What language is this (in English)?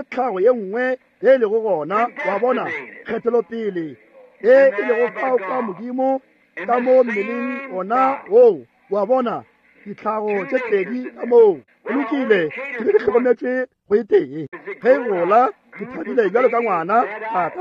Northern Sotho